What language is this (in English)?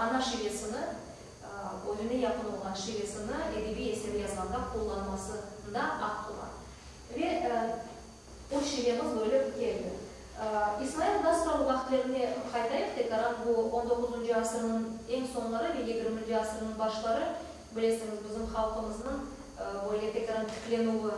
Crimean Tatar